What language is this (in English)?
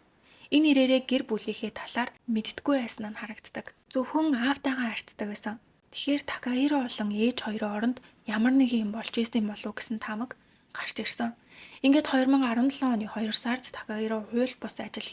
Mongolian